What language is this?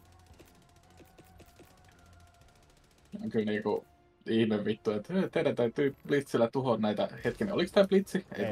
Finnish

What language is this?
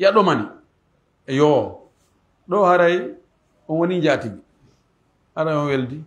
Pular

